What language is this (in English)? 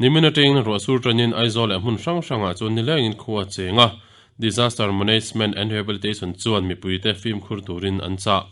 Mizo